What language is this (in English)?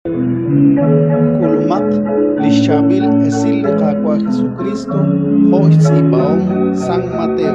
Kekchí